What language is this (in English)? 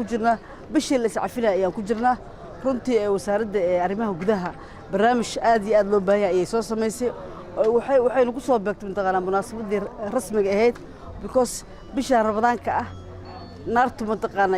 Somali